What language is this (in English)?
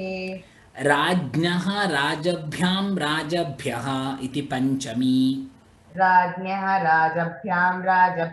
Sanskrit